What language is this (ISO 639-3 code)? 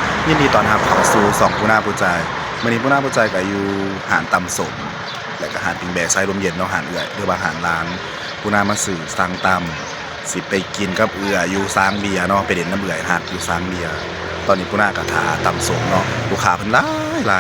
tts